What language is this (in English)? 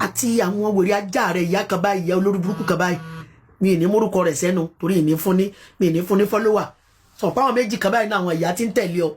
Yoruba